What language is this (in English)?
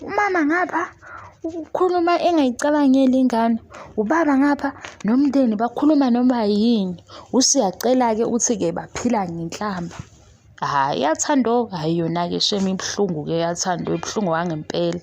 Zulu